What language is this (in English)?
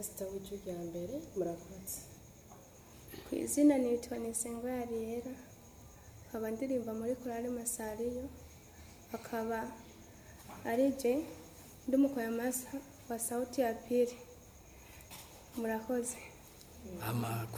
Rundi